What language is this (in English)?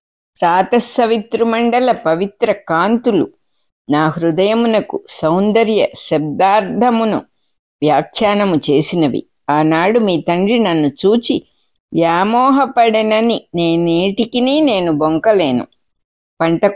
Telugu